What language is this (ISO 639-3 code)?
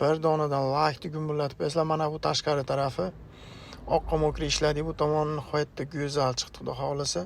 uzb